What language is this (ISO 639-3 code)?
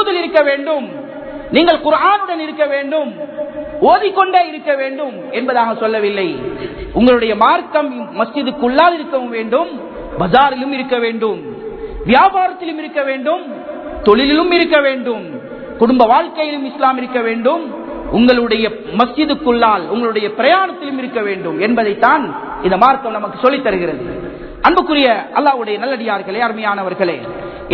tam